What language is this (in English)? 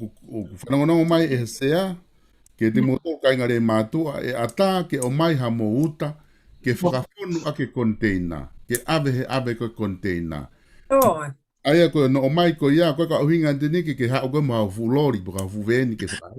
Tongan